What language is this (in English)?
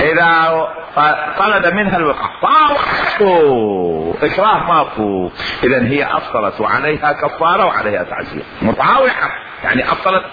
Mesopotamian Arabic